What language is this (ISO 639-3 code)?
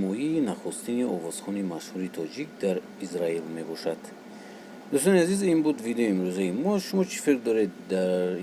tgk